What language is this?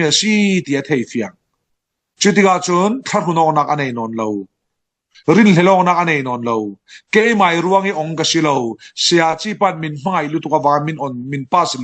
Falam Chin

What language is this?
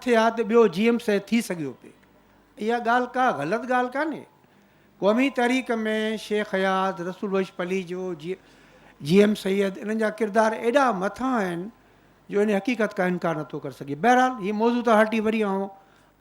Sindhi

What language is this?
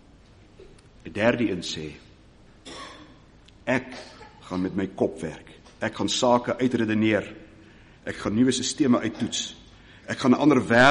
Afrikaans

